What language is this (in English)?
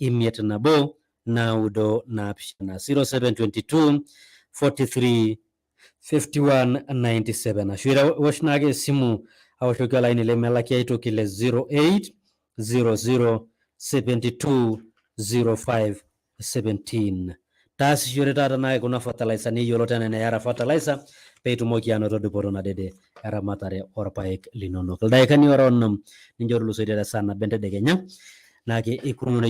Masai